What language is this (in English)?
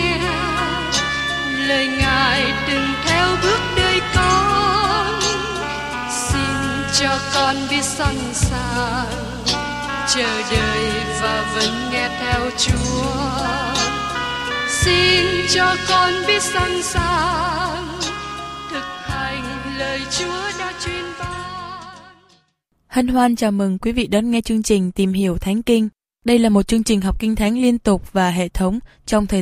Vietnamese